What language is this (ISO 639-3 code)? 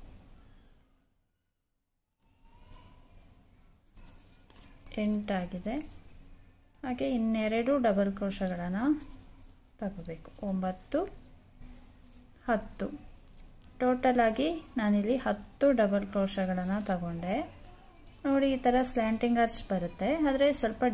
kan